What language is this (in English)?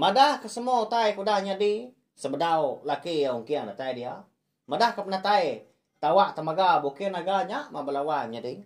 Iban